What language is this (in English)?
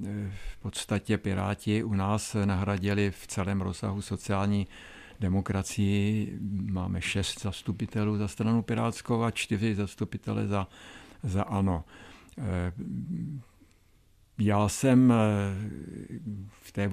Czech